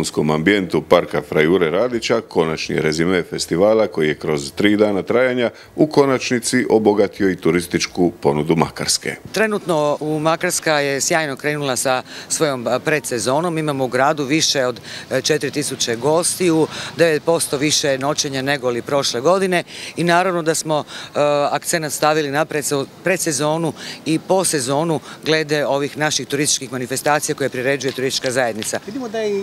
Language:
Croatian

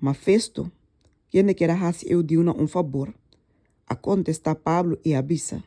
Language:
Papiamento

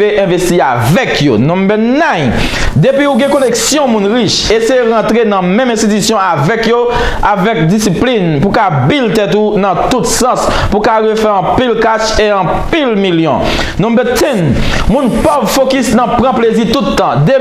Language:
Haitian Creole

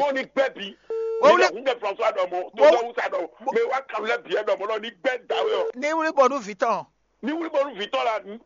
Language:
Fon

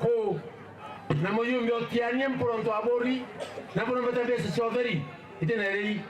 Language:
Meru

